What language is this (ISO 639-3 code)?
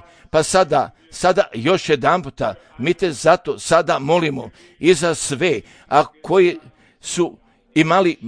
hrv